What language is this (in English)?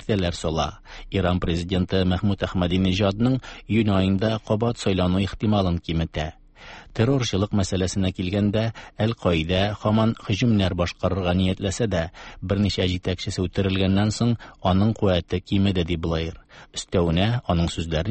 Tatar